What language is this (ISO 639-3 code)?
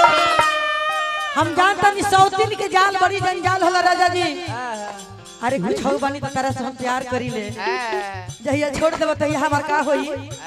bho